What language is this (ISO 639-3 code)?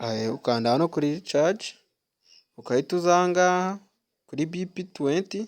kin